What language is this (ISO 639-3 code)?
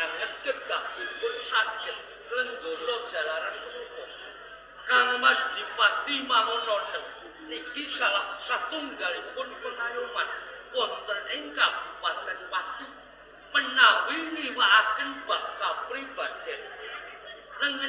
jav